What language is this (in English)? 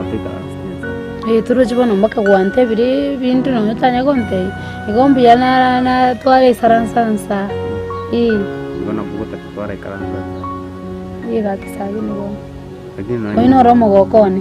Gusii